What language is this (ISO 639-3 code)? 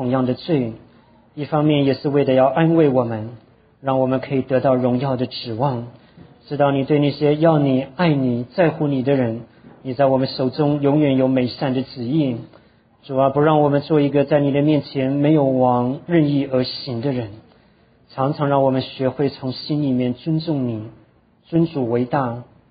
zho